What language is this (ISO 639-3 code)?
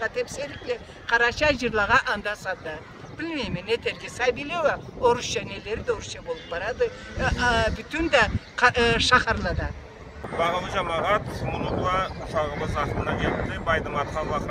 krc